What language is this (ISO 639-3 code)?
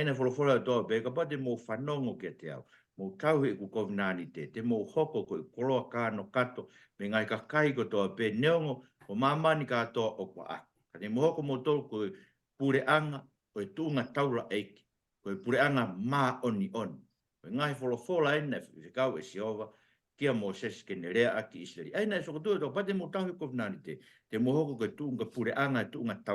ton